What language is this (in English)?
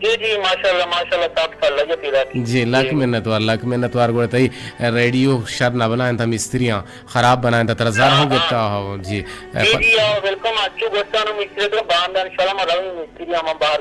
Eastern Balochi